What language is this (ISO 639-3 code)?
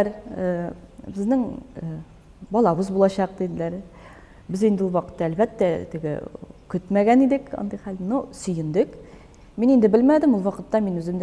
tat